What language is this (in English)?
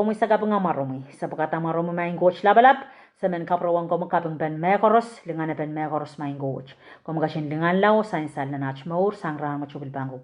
Pohnpeian